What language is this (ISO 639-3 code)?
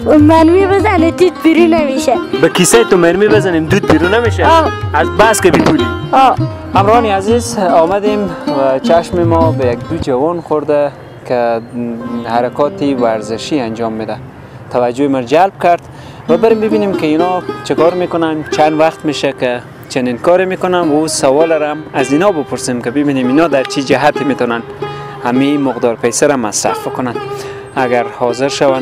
fas